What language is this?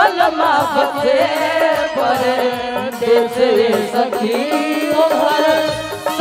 Bhojpuri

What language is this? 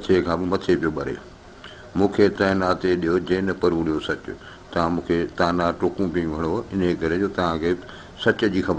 Sindhi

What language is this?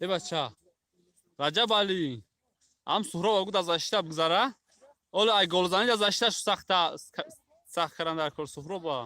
Tajik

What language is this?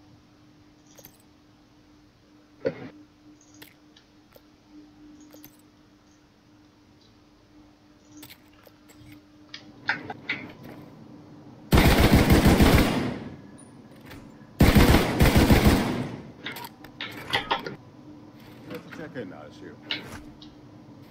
Thai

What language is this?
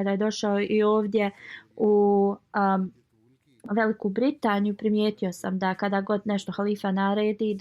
Bosnian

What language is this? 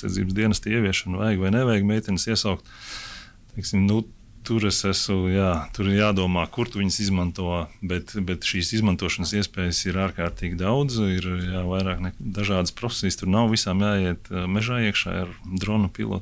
Latvian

